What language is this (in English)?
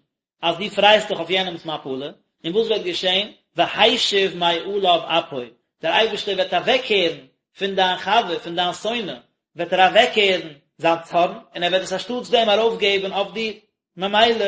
Yiddish